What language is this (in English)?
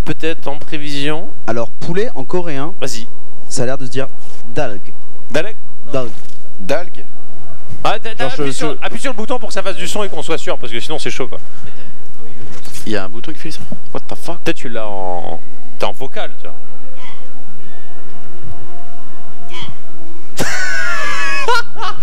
French